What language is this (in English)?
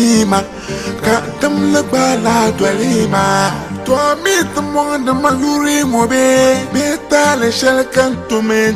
Dagbani